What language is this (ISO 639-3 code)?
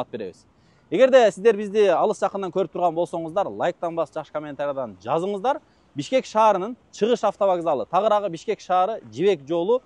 kir